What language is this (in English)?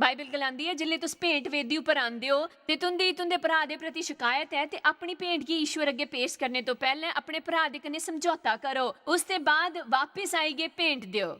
Dogri